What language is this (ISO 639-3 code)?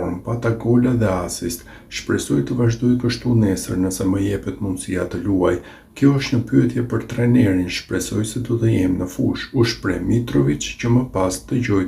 sqi